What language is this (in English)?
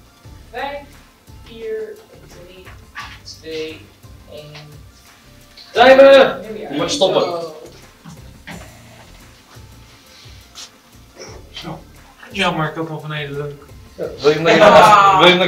Dutch